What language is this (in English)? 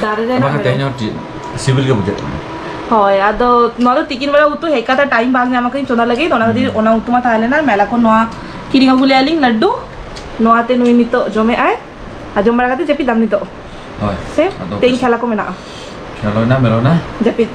Santali